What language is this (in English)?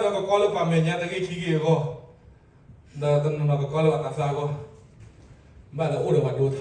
S'gaw Karen